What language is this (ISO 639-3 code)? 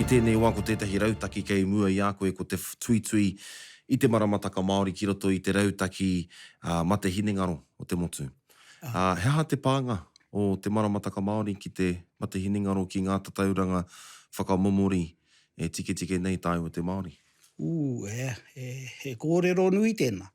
mri